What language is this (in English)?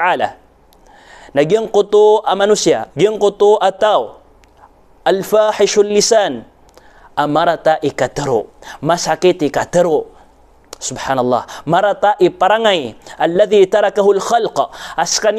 Maranao